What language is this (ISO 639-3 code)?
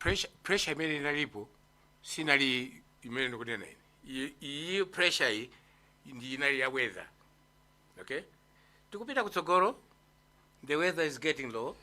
nya